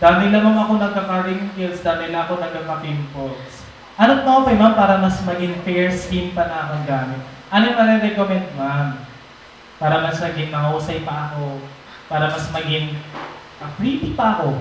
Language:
Waray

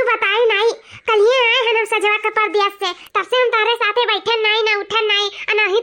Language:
Awadhi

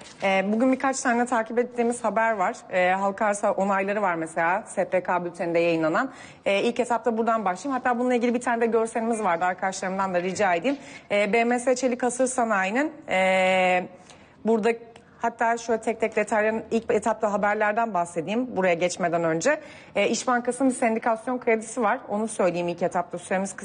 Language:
Turkish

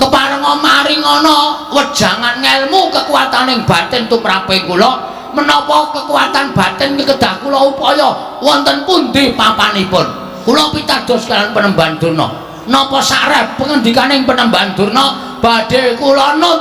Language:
Javanese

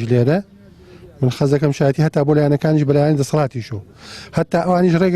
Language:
Central Kurdish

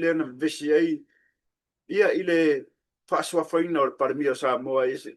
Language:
Samoan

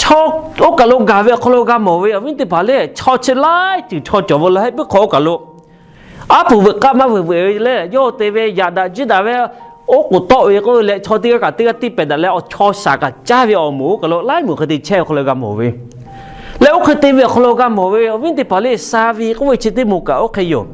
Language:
Lahu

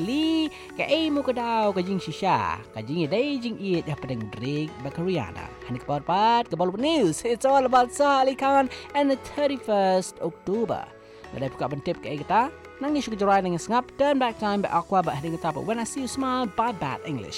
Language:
Malay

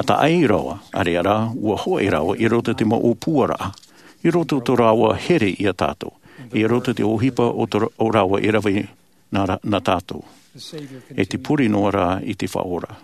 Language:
Tahitian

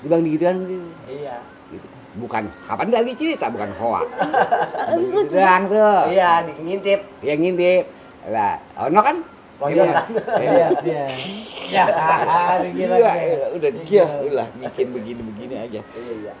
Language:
Betawi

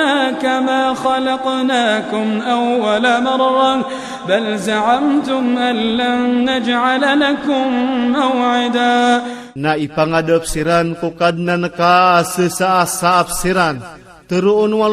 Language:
Iranun (Philippines)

